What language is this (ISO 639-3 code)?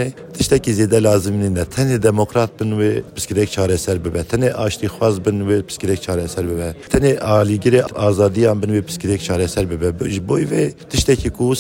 kur